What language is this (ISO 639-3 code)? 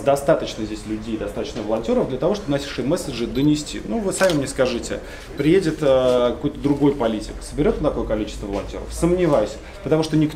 rus